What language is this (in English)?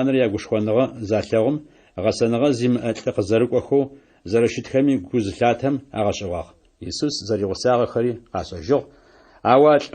Adyghe